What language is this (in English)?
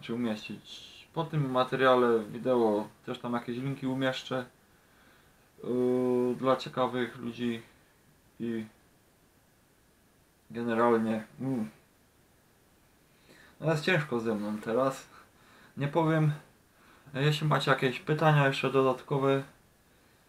Polish